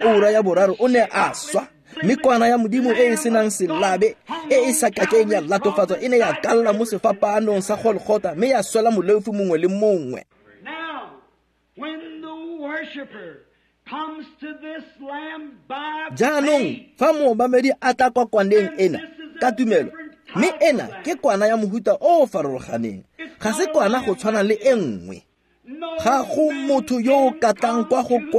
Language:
Tswana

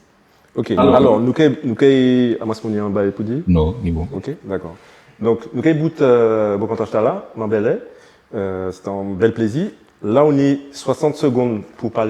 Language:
Guadeloupean Creole French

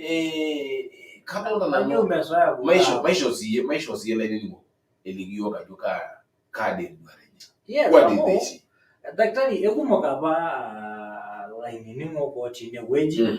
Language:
Masai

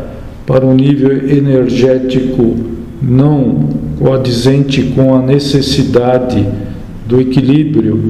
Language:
Portuguese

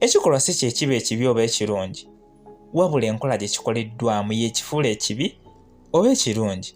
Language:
Ganda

